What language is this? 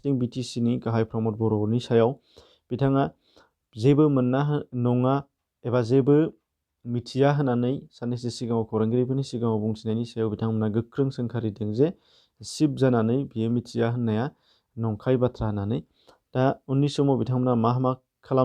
Bodo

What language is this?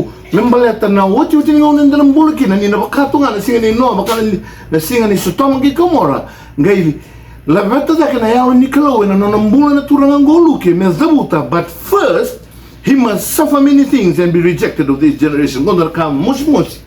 Fijian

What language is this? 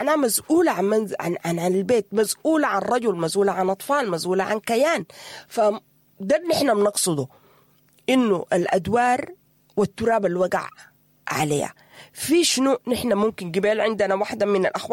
Sudanese Arabic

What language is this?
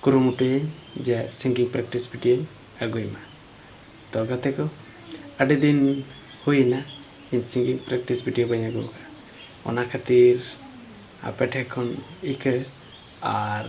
Santali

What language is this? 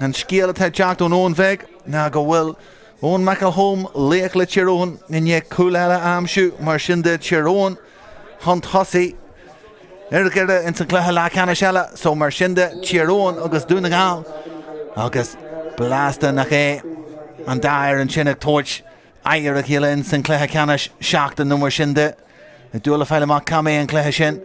Irish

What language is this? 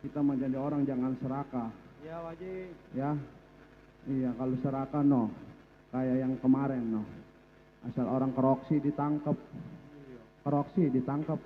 Betawi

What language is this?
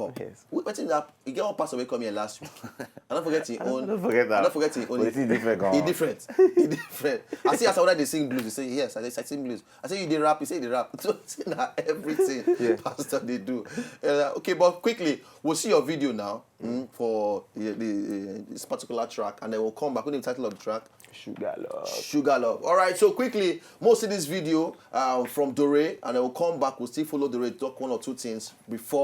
Nigerian Pidgin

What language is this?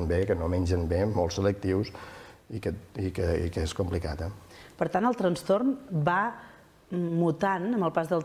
Catalan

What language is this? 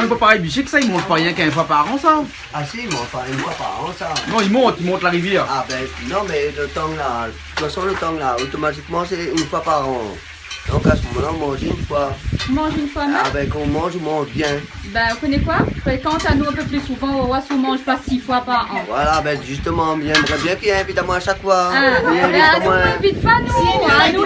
Réunion Creole French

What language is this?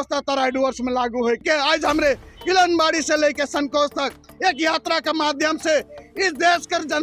Sadri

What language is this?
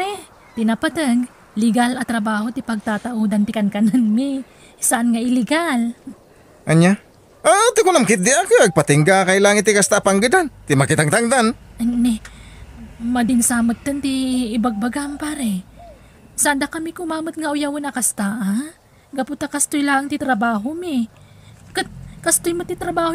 Iloko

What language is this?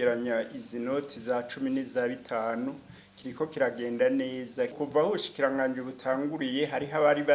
Rundi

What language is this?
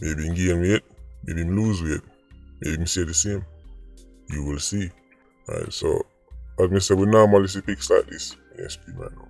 Jamaican Creole English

